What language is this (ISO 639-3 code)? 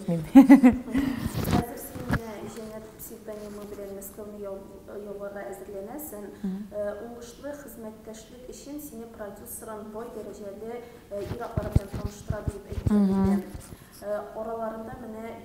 tat